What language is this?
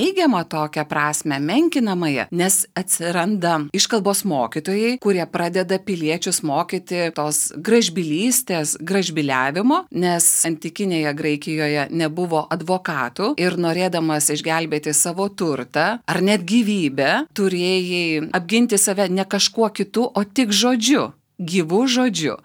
Lithuanian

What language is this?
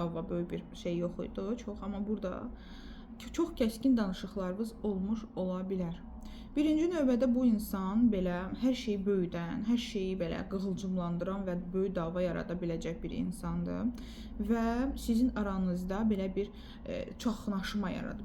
Azerbaijani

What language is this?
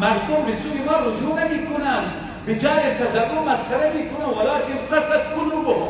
Persian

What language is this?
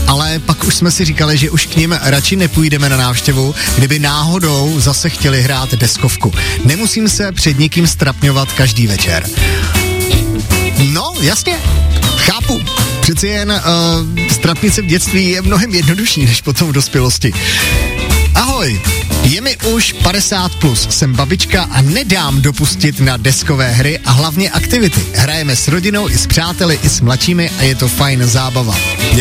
Czech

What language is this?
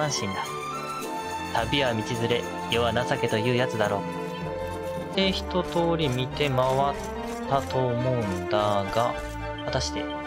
Japanese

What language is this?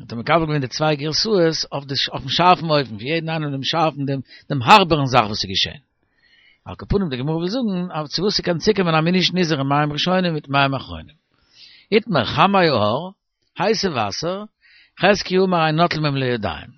Yiddish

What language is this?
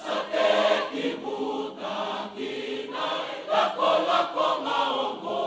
Fijian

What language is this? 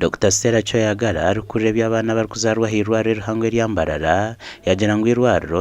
Nyankole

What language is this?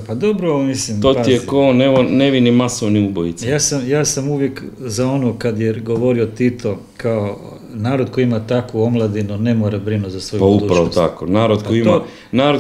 Croatian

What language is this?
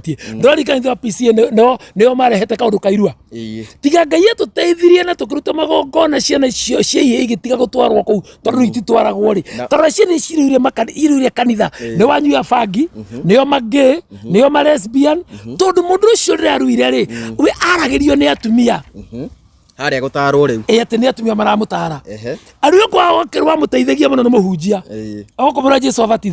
Kikuyu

